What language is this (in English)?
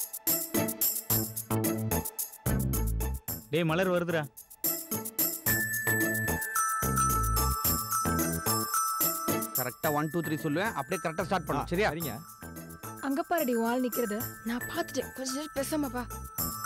Tamil